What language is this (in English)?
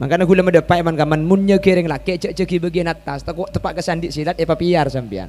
Madurese